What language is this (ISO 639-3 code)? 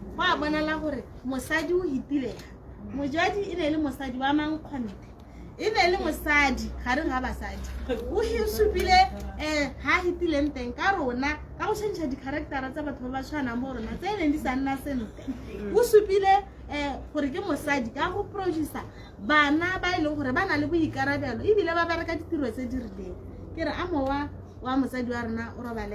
tsn